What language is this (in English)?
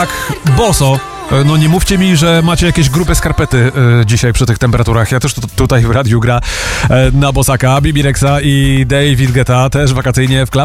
Polish